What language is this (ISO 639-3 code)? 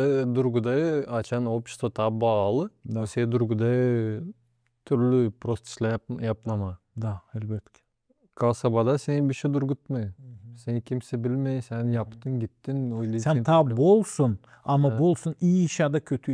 gag